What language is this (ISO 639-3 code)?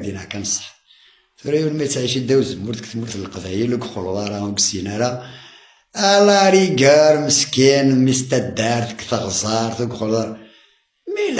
kab